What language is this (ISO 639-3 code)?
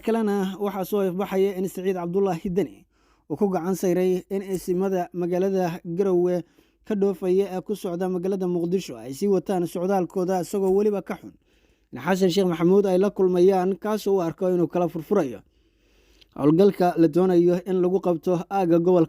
som